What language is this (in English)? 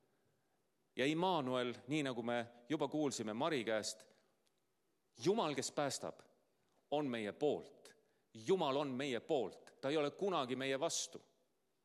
Estonian